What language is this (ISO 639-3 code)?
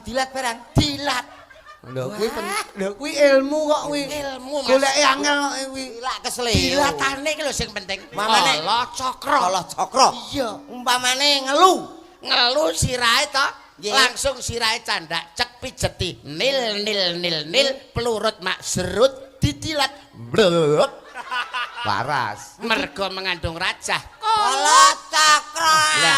jav